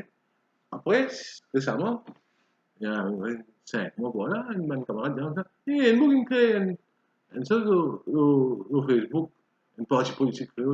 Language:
Morisyen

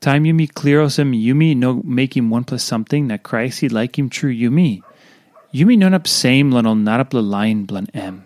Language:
Tok Pisin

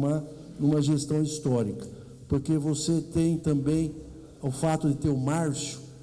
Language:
Portuguese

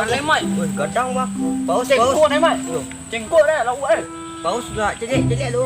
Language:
Minangkabau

